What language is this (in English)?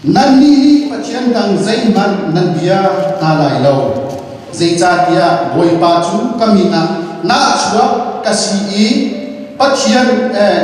Hakha Chin